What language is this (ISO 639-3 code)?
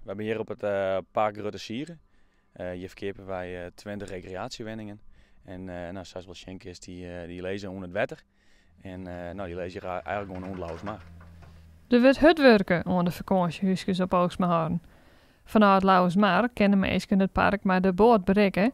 fry